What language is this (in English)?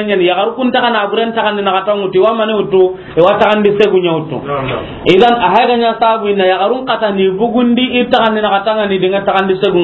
Soninke